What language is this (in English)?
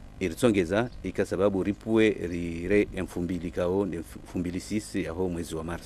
Ngazidja Comorian